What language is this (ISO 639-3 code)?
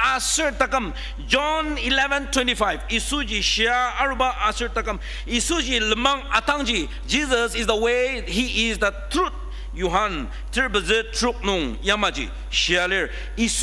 njo